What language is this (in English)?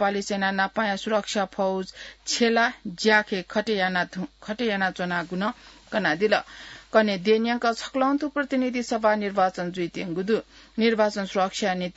Newari